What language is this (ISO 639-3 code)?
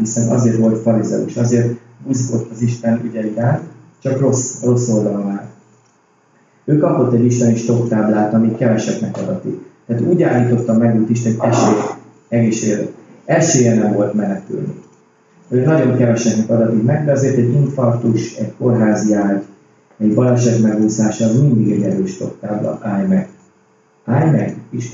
hun